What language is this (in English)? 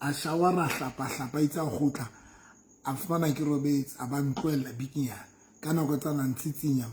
Southern Sotho